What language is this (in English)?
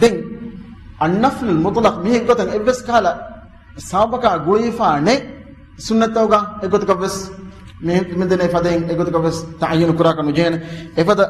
Divehi